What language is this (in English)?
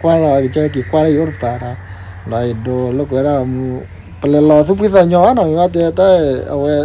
S'gaw Karen